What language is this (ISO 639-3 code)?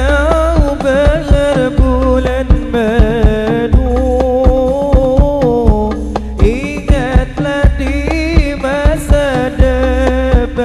bjn